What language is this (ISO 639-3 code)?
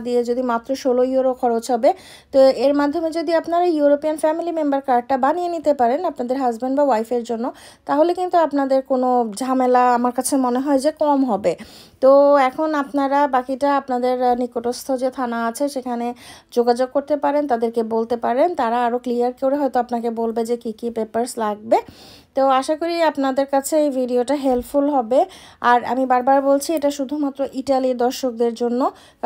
ben